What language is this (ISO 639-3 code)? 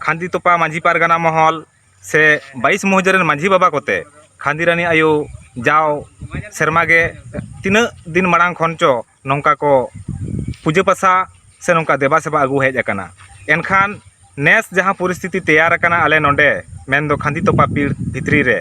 sat